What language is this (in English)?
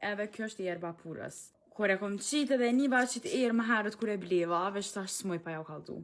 Albanian